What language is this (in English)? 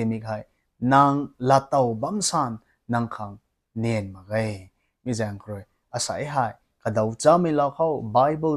Rongmei Naga